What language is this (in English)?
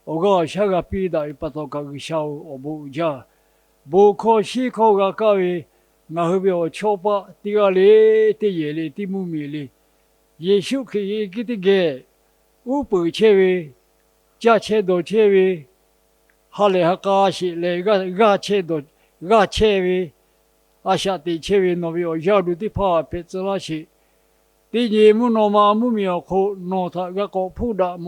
Lahu